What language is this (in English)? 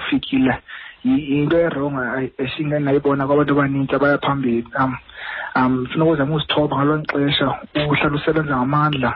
Xhosa